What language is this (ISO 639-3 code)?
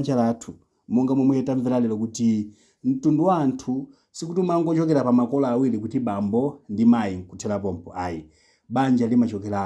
nya